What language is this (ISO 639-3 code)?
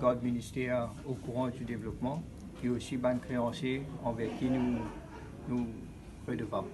mfe